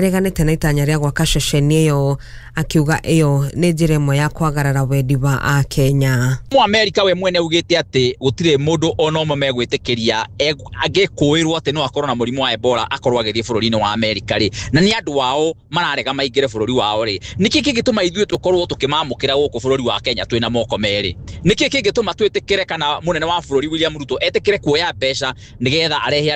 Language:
Kikuyu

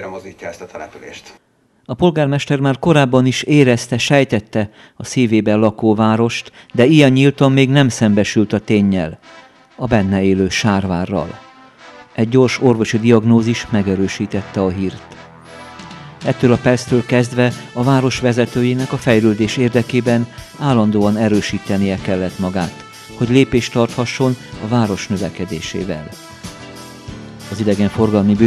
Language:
Hungarian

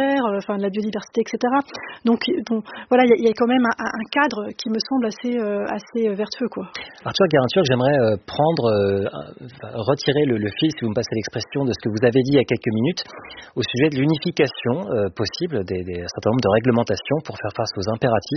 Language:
French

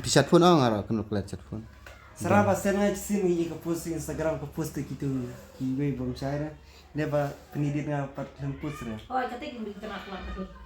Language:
Khasi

